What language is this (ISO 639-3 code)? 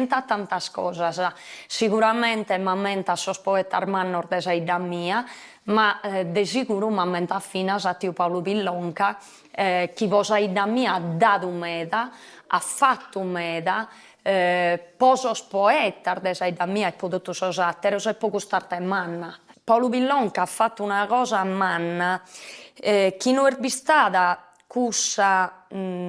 srd